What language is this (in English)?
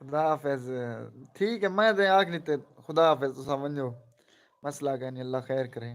Saraiki